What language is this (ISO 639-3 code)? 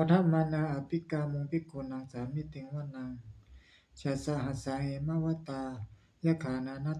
pli